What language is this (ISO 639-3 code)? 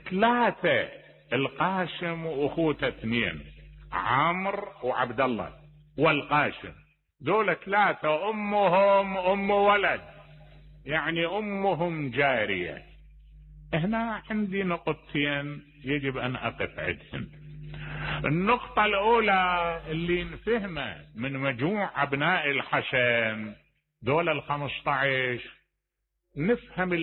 acm